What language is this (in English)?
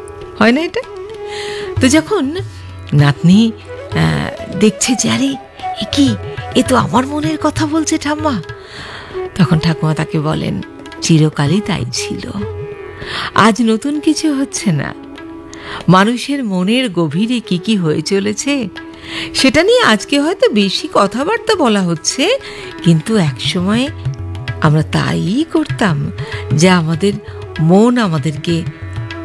Bangla